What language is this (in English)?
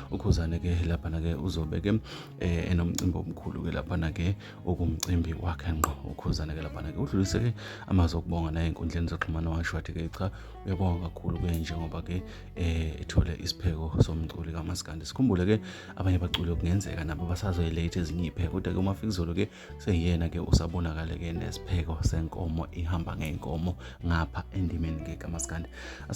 Zulu